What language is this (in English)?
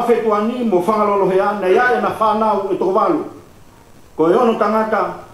Tongan